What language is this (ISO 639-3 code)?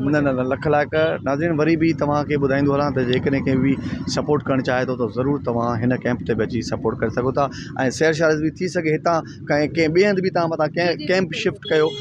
snd